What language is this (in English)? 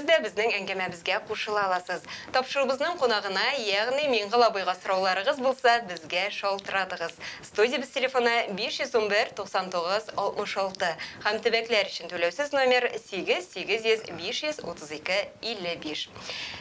Tatar